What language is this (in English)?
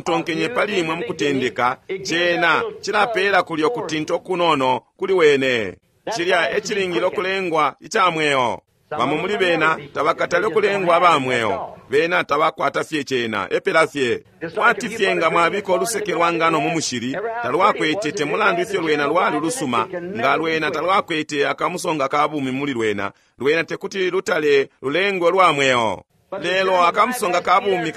Bemba